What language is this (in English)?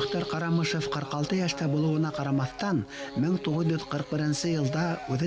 Bashkir